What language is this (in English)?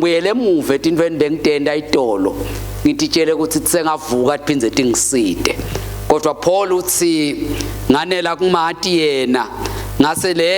Swati